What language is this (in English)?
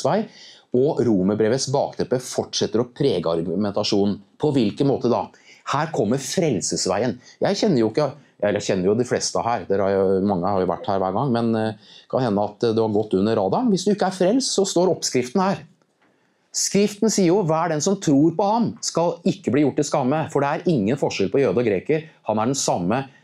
Norwegian